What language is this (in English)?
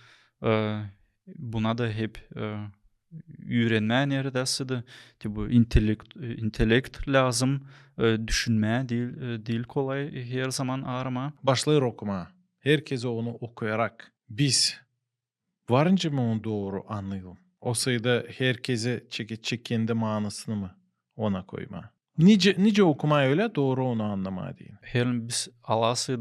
Gagauz